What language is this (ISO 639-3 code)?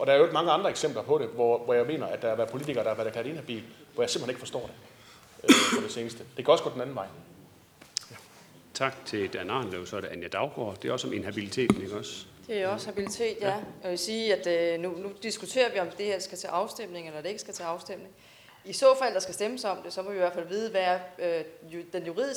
dan